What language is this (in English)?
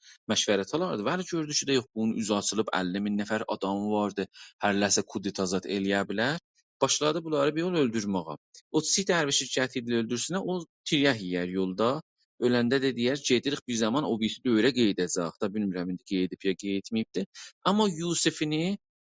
South Azerbaijani